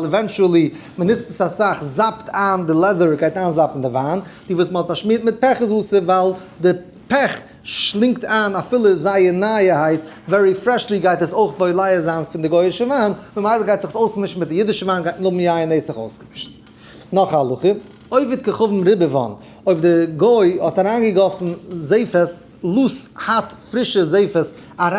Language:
Yiddish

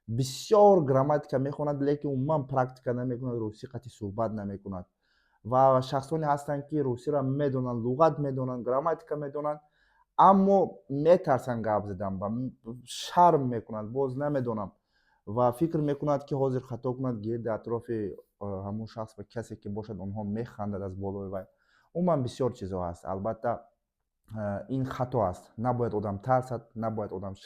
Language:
Tajik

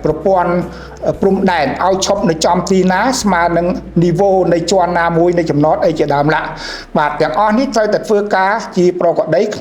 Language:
Khmer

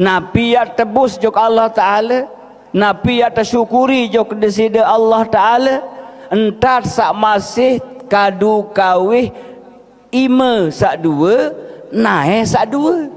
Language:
Sasak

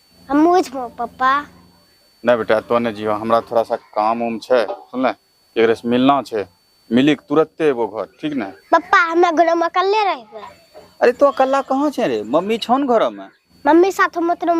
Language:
Angika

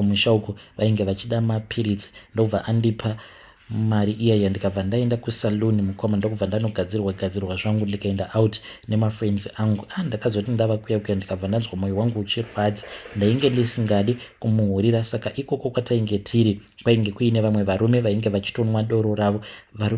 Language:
Shona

